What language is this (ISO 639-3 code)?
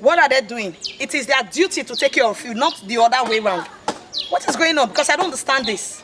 pcm